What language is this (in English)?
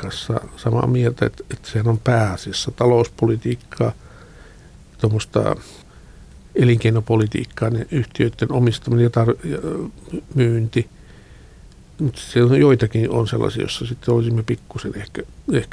Finnish